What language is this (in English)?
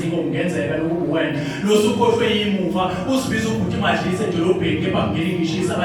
Zulu